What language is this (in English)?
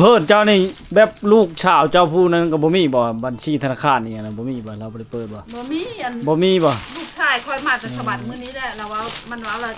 Lao